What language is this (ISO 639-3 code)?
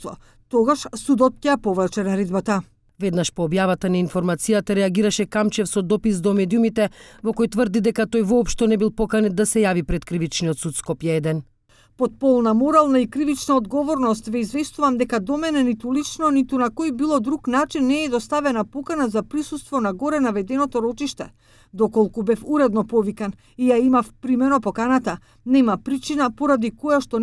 mkd